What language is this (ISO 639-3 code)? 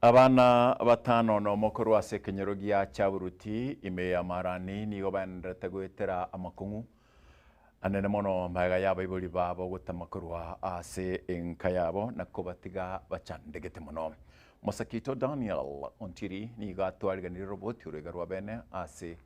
guz